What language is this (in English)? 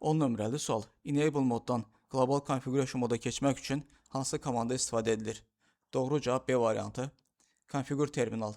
Azerbaijani